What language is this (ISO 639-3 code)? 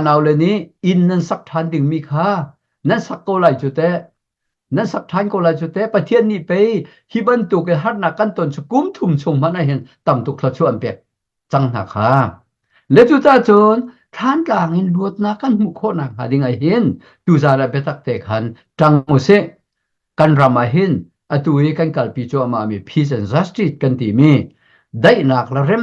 cnh